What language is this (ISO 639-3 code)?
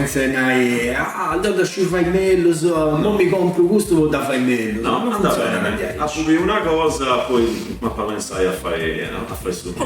srd